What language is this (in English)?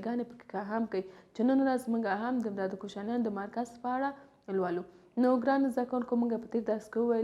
Pashto